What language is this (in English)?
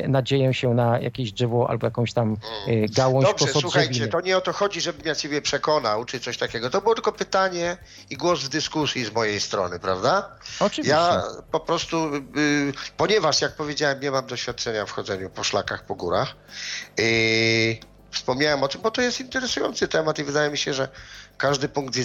Polish